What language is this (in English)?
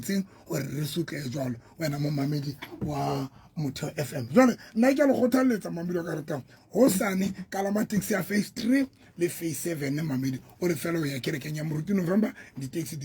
Southern Sotho